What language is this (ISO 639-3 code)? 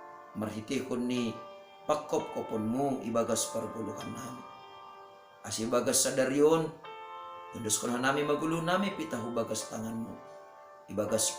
bts